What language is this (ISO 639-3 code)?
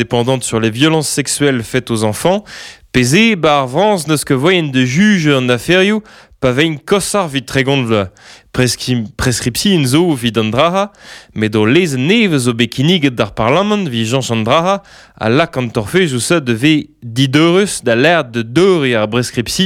bre